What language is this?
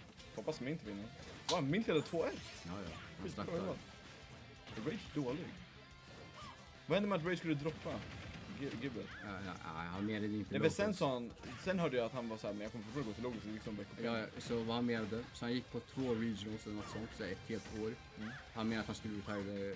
Swedish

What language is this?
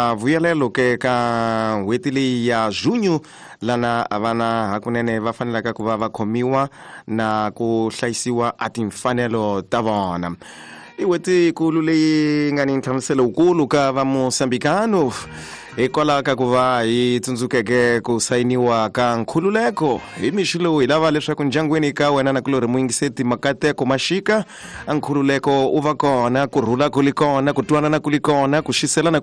Tsonga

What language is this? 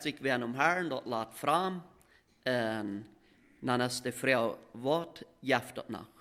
Plautdietsch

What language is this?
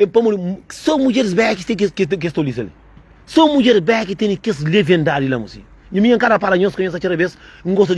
Kabuverdianu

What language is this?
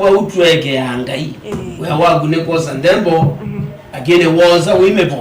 Kamba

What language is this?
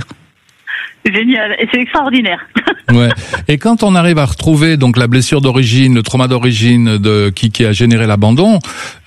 French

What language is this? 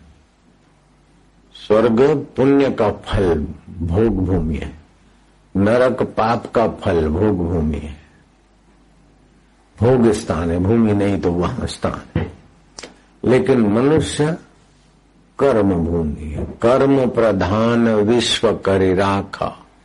Hindi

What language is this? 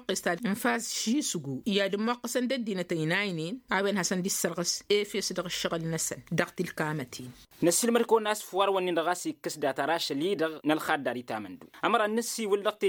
Tamasheq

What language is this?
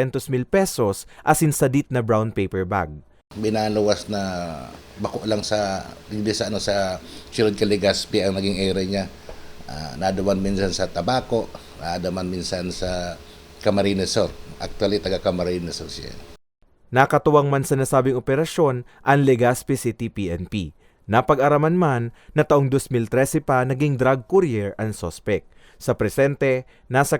Bikol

